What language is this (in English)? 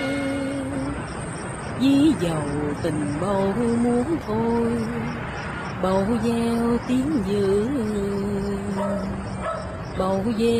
Vietnamese